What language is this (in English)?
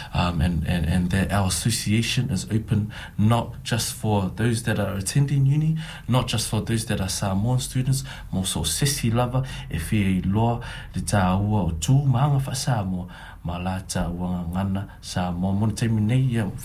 Samoan